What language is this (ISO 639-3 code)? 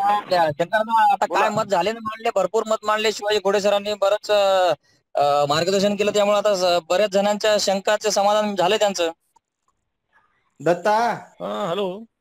mar